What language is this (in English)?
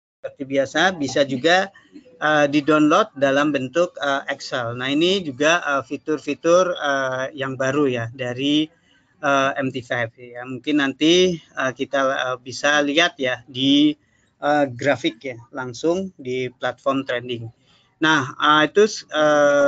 Indonesian